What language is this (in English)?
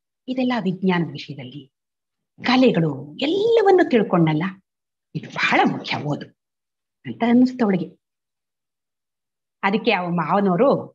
Kannada